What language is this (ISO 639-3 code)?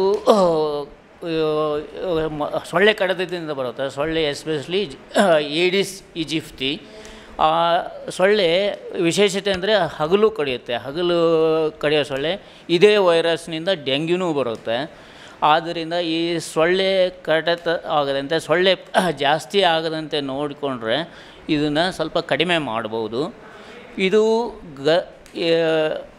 kan